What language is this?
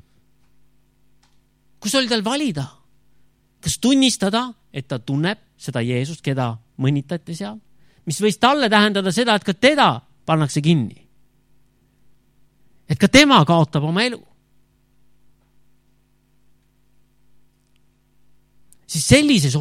Estonian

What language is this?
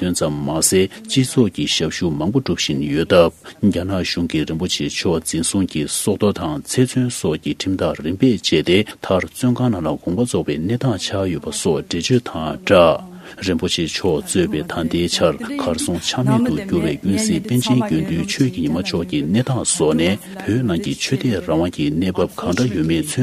Tibetan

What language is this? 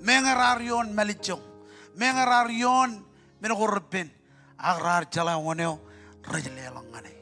Marshallese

